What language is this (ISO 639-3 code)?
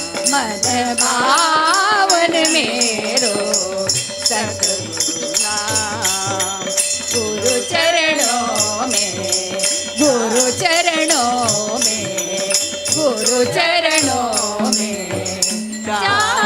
kok